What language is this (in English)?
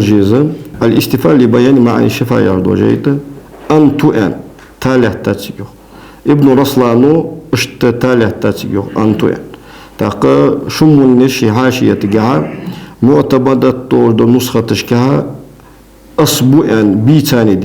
Ingush